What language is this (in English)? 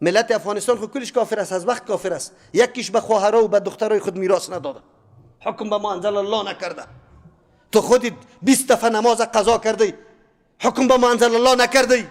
Persian